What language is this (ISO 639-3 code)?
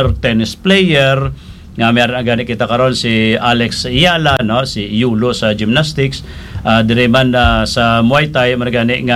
hil